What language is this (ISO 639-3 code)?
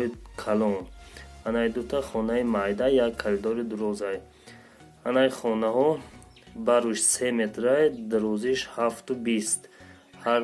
tgk